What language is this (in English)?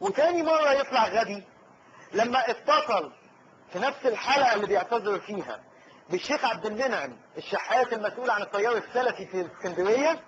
Egyptian Arabic